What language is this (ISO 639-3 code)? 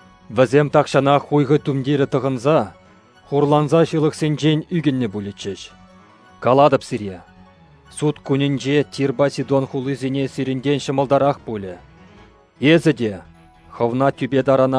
chv